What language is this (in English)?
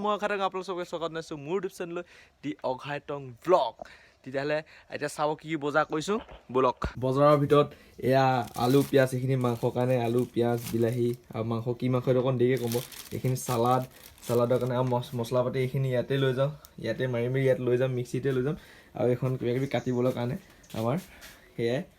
Assamese